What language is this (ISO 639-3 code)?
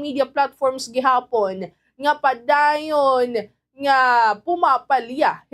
war